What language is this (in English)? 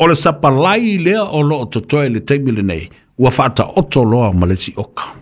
Samoan